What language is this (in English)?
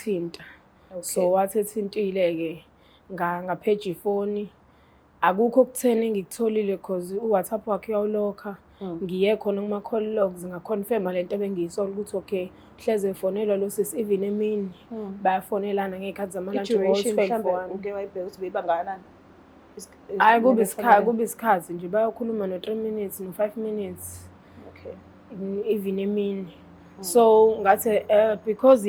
Zulu